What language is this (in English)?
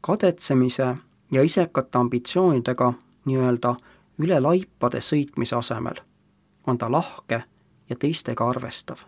Estonian